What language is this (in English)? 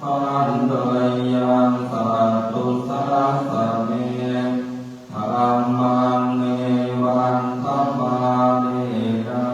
Pali